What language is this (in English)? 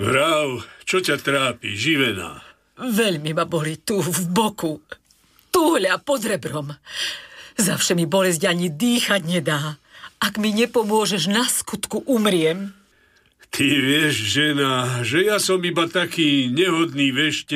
Slovak